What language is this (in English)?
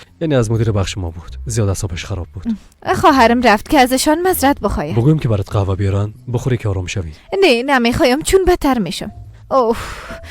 Persian